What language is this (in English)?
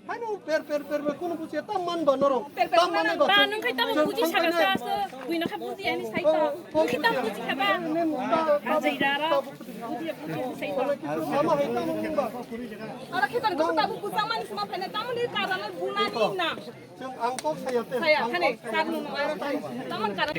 Kok Borok